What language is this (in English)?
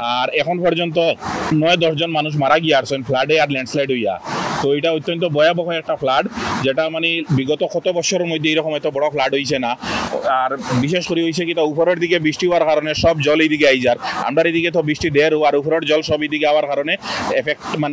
Sylheti